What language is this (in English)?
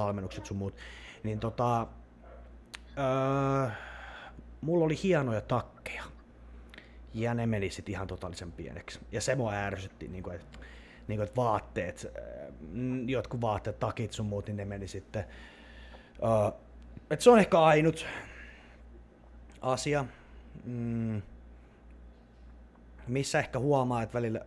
Finnish